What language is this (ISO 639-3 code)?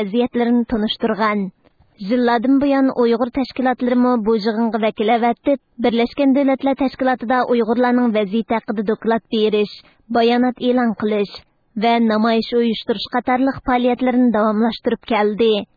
uig